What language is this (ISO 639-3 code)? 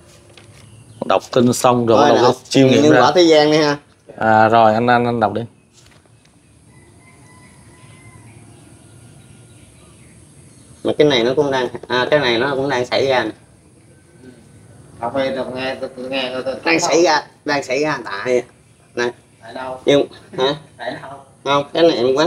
vie